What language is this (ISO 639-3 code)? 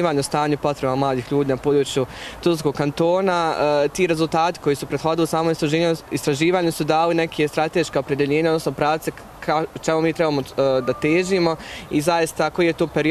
bos